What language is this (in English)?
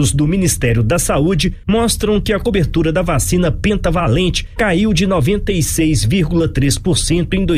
Portuguese